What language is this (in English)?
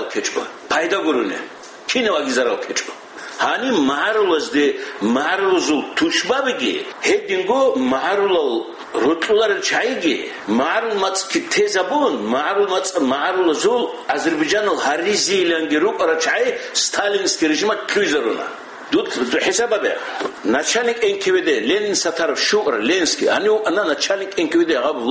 Avaric